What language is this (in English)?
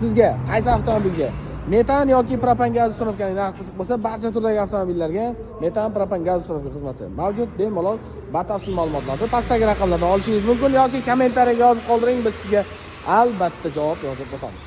Uzbek